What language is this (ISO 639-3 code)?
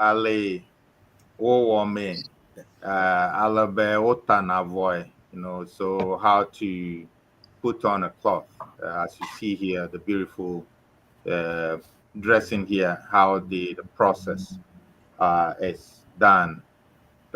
ewe